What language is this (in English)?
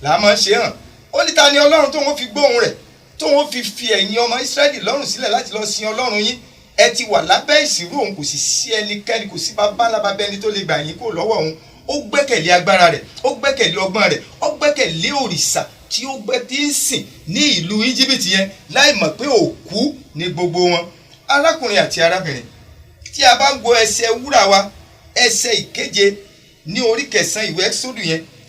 Yoruba